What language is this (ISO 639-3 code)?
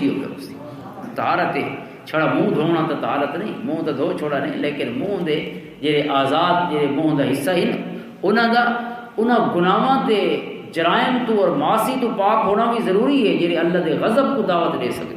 lah